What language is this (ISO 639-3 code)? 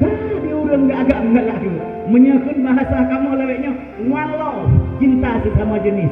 ace